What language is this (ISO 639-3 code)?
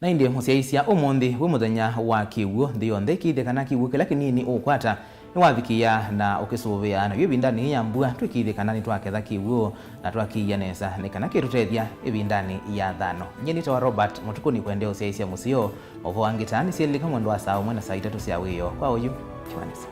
kam